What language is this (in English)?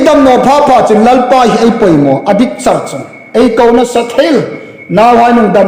Hmar